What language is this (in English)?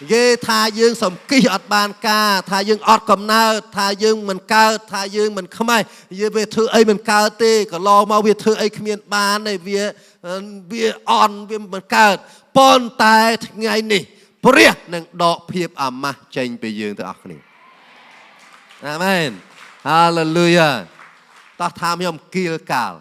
Khmer